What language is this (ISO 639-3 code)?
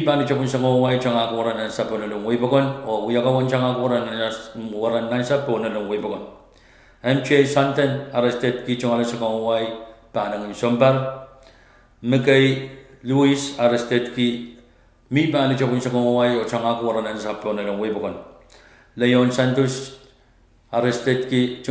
pon